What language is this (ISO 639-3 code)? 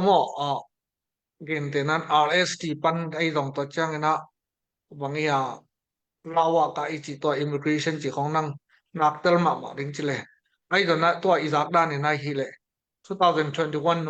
ctd